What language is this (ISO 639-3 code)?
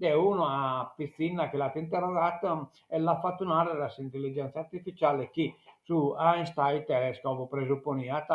srd